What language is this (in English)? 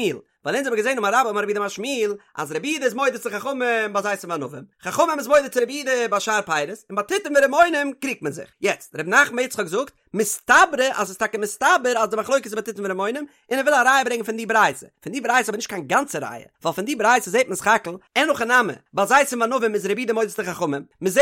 Yiddish